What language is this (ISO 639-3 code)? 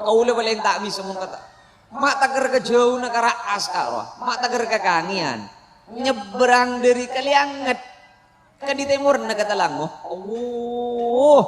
mad